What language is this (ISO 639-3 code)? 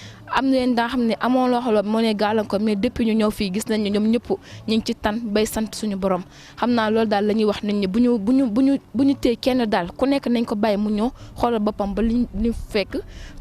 wol